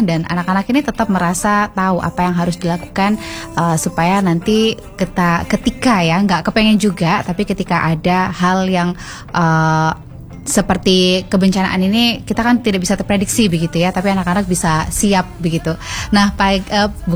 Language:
Indonesian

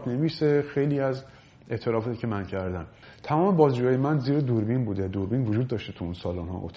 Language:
Persian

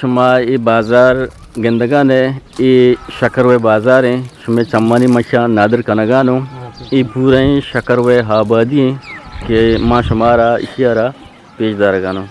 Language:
Eastern Balochi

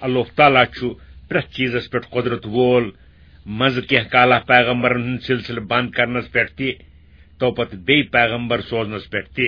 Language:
Kashmiri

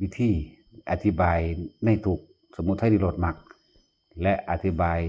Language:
Lao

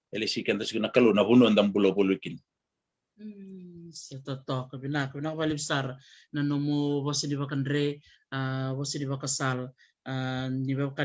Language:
Fijian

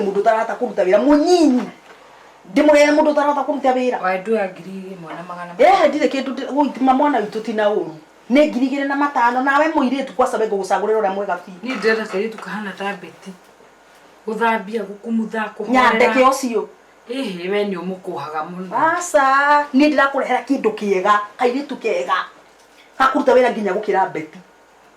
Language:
Kikuyu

